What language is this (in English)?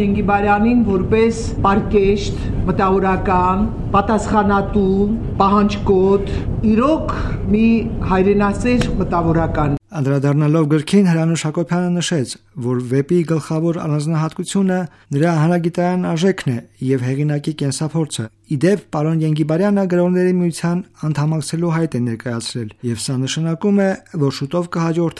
Armenian